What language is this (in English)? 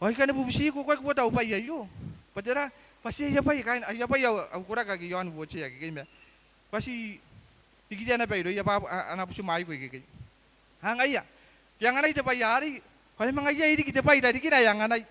Gilbertese